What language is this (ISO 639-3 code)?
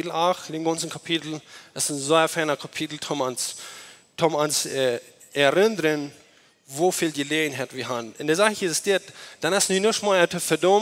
pdt